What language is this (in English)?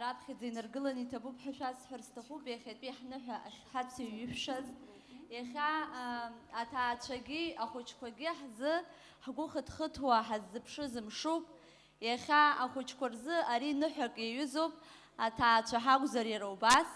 Abkhazian